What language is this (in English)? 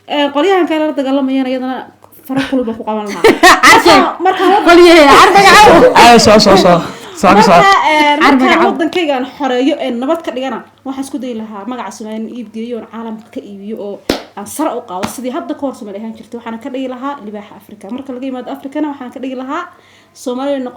Somali